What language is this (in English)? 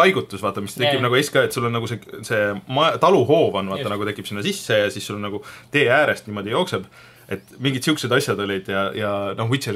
Estonian